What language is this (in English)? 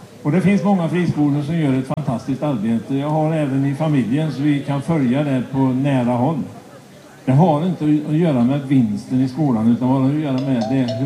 Swedish